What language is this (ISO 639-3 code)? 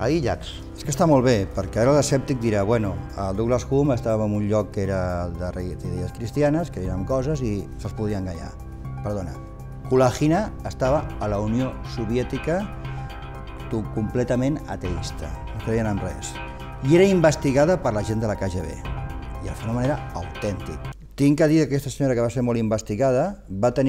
cat